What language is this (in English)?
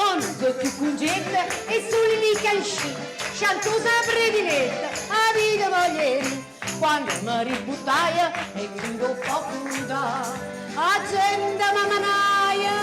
Neapolitan